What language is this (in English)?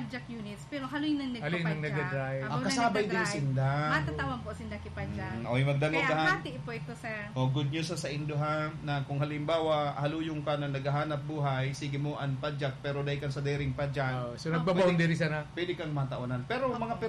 Bikol